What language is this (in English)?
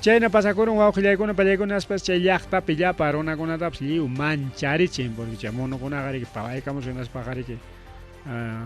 Ayacucho Quechua